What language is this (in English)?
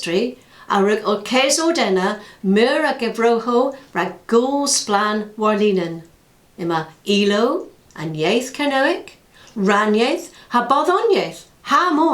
Cornish